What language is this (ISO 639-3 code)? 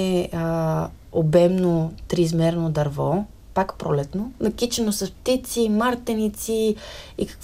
bul